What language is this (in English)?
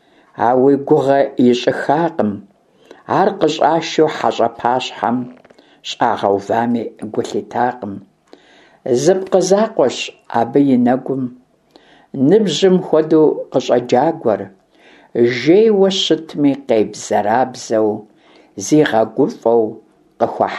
Kabardian